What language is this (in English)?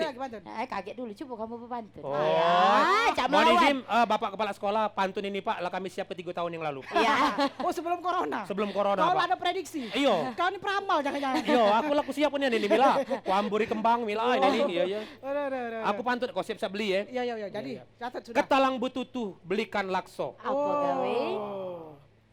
Musi